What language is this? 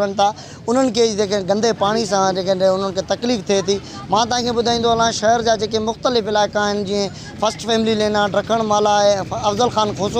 Sindhi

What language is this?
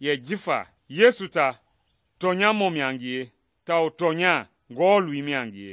Mende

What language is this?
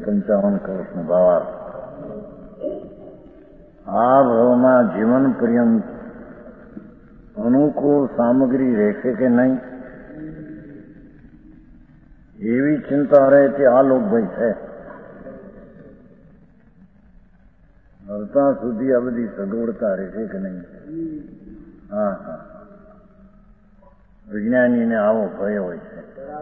Gujarati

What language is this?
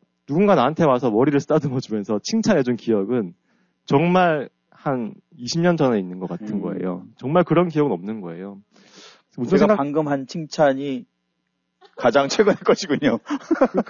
Korean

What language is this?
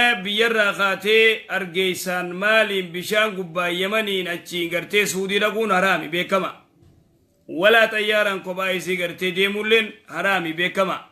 Oromo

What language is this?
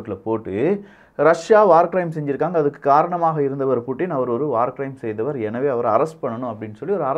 Tamil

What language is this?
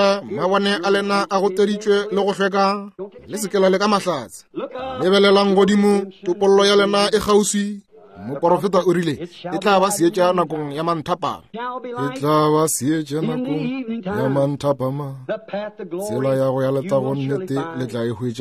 Northern Sotho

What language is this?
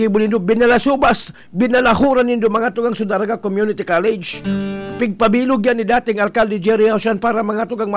Bikol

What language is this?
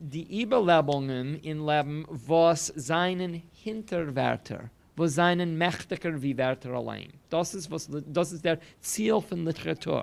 Yiddish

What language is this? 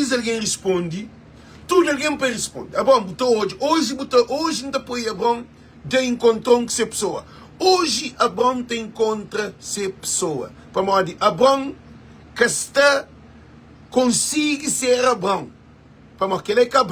Kabuverdianu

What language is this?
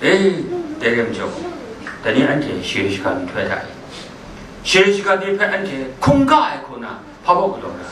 Kachin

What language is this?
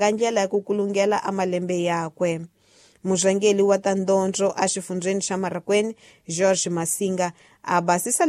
Tsonga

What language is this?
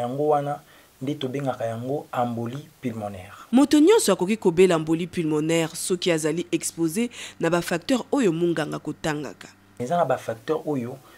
Lingala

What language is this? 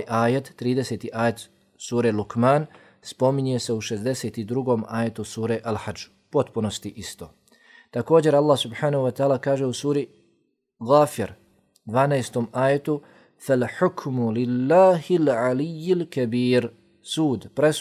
Bosnian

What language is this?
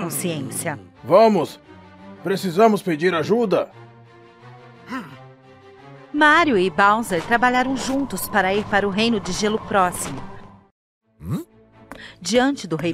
Portuguese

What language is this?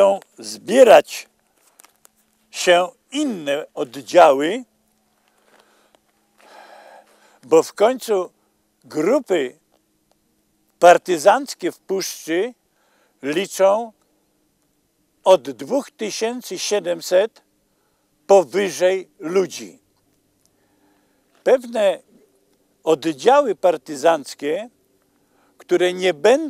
Polish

